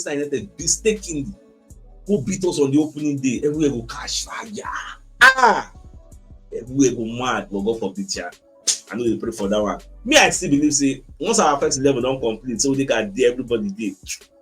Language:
Nigerian Pidgin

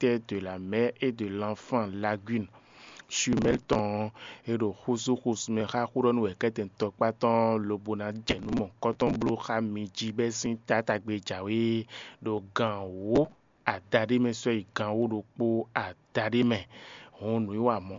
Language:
Fon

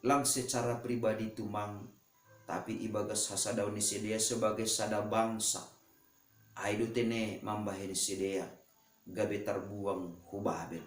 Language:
Batak Simalungun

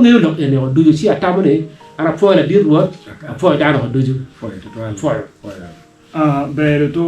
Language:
Acoli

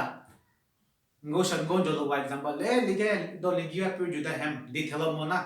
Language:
Southern Rengma Naga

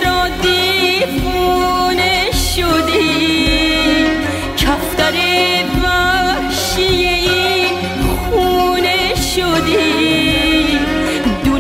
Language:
Persian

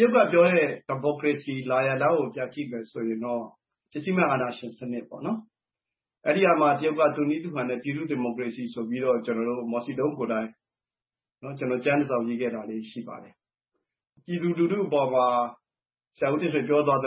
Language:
Burmese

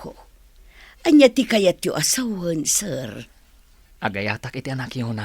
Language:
Iloko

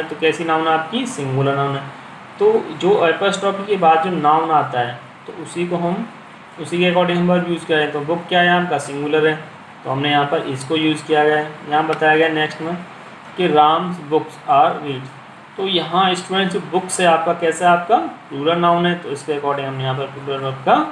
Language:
Hindi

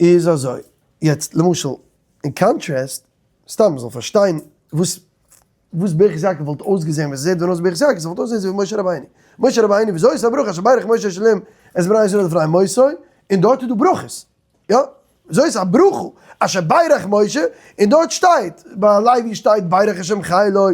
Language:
Yiddish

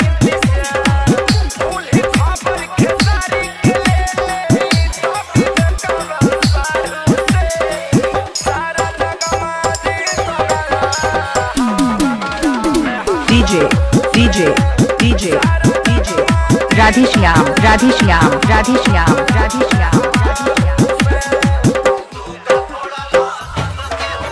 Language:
Bhojpuri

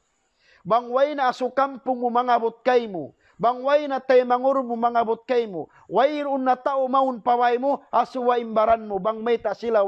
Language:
Tausug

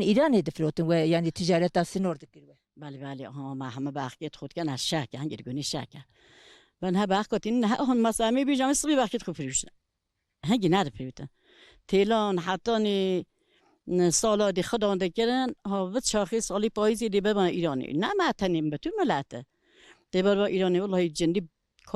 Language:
Kurdish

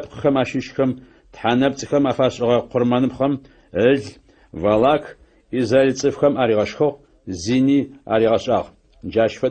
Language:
Adyghe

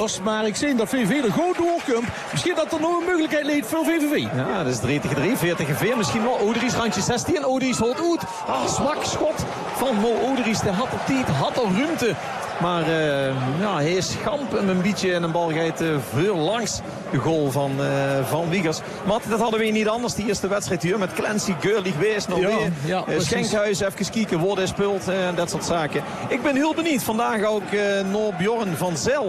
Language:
Dutch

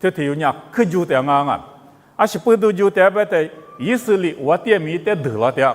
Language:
Lisu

